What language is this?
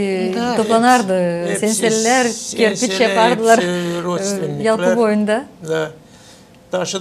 Gagauz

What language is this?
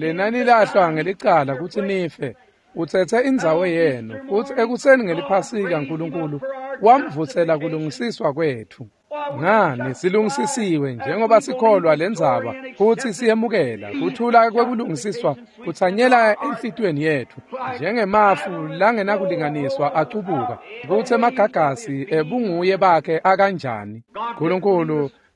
Swati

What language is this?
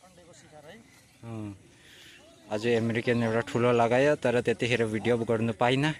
Nepali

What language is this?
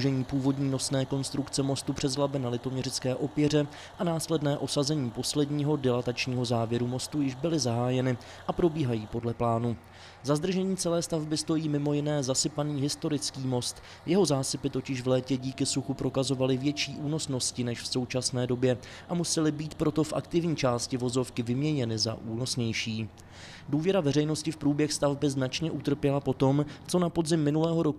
Czech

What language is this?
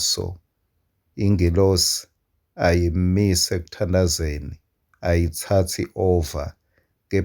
Swati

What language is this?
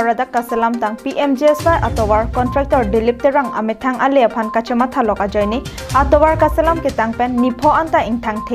Karbi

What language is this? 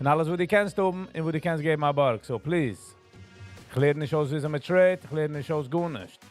Yiddish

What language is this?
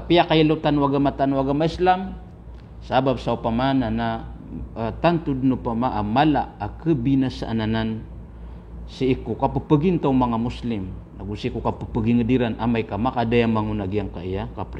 Maranao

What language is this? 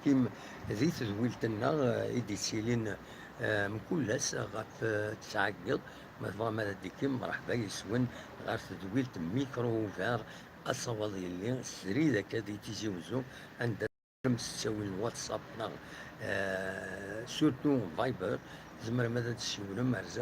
Kabyle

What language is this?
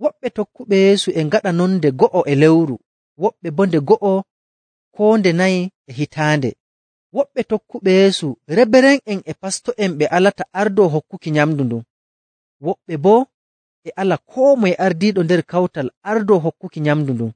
Nigerian Fulfulde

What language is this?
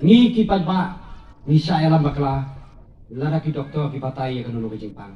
Khasi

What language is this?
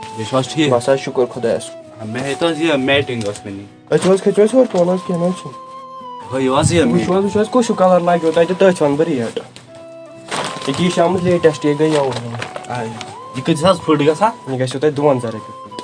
Kashmiri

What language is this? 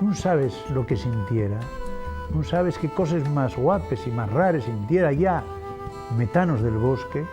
Asturian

